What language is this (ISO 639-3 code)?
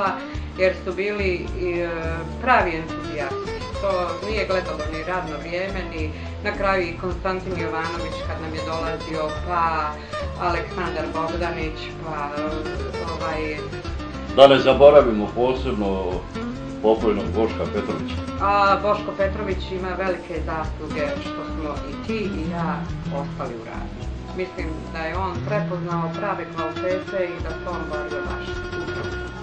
bos